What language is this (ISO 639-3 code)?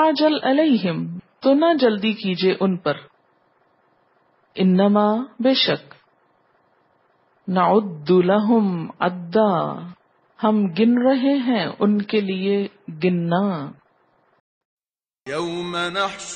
urd